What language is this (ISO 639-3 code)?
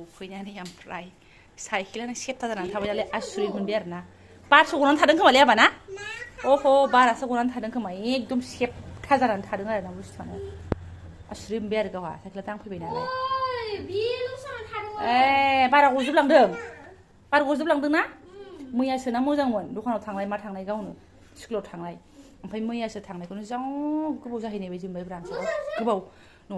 brx